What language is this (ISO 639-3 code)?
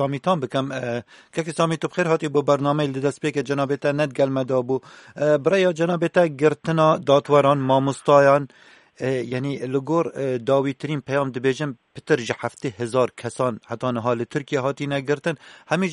kur